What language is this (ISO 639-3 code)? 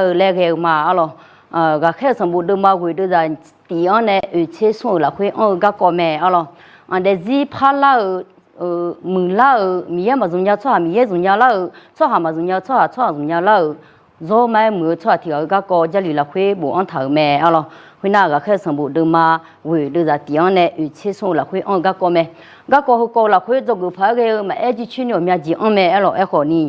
ahk